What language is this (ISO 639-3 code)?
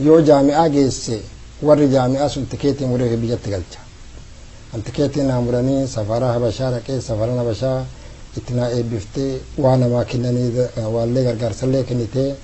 orm